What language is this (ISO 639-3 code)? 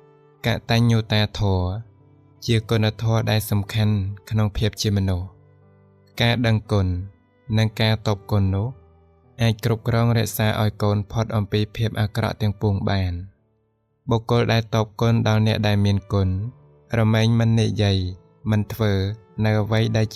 khm